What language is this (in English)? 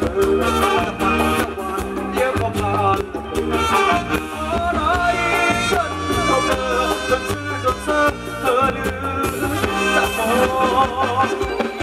Thai